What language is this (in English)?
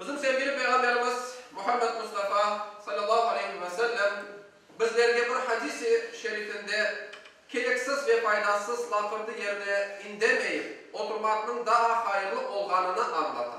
Crimean Tatar